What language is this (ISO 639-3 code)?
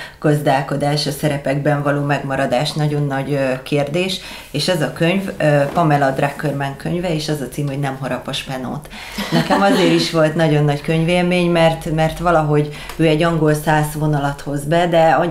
hun